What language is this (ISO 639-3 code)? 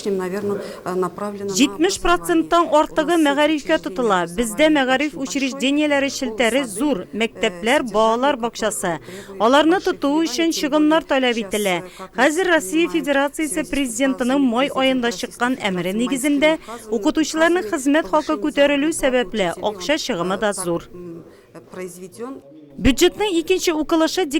tat